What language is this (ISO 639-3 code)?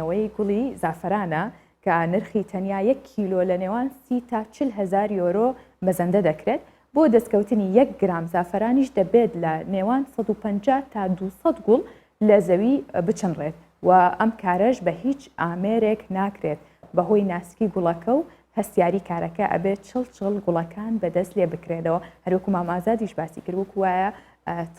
ckb